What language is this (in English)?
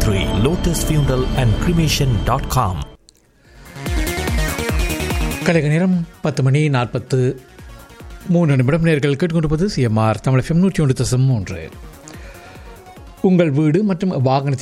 Tamil